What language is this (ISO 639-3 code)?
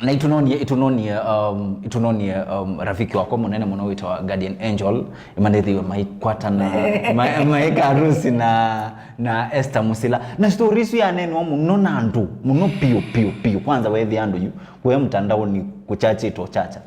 kam